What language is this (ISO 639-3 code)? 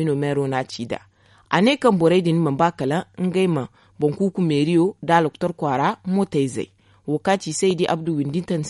dje